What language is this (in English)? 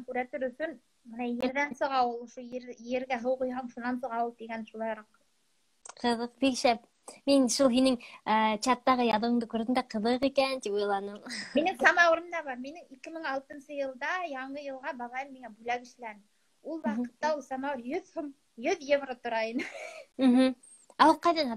Bashkir